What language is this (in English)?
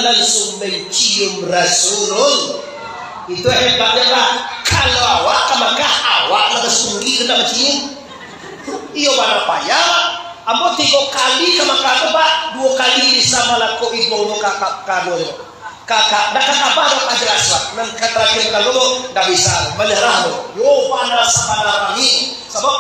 Minangkabau